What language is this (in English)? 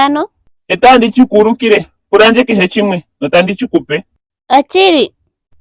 Ndonga